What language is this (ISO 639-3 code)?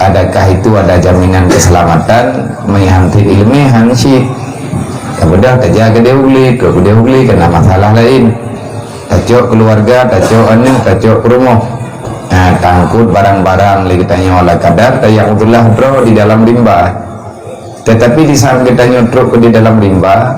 ace